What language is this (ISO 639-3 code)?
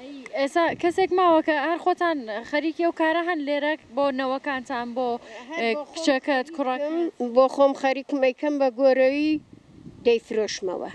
ckb